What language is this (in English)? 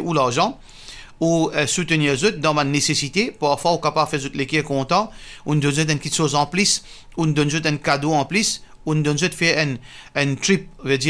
Morisyen